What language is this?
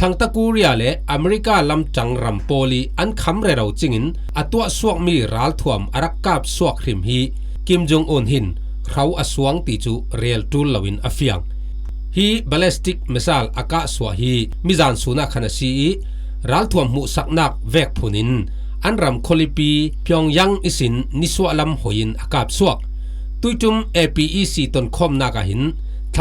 Falam Chin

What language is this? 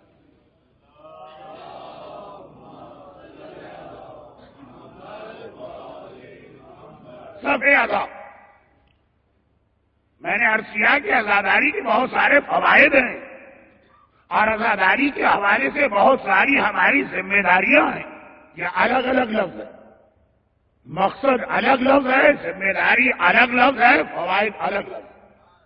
Urdu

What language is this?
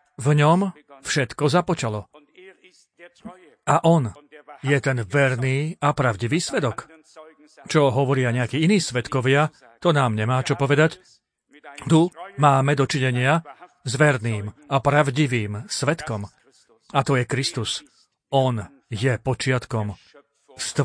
Slovak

